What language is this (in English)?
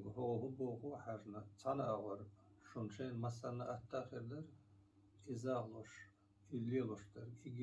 Chechen